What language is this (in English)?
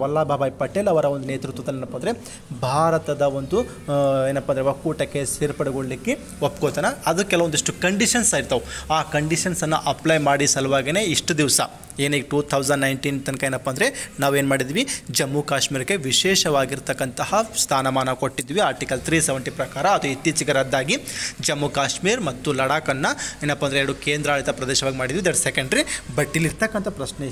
Kannada